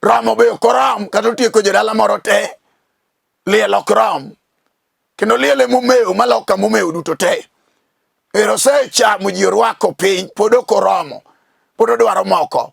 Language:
Luo (Kenya and Tanzania)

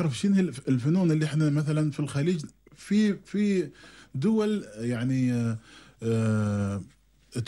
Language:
Gulf Arabic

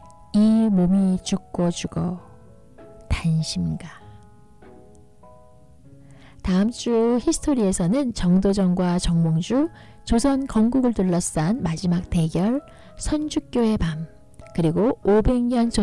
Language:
Korean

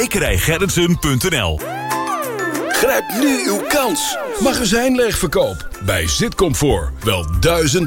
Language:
Dutch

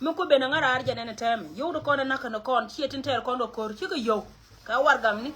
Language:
Nuer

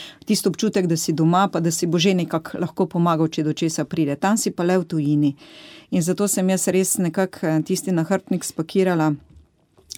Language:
Slovenian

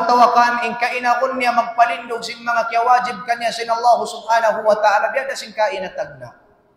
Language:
Tausug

